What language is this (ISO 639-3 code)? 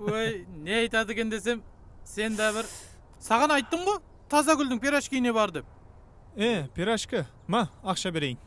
kaa